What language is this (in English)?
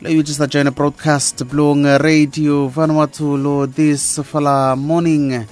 Bislama